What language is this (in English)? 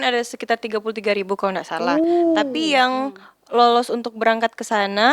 Manado Malay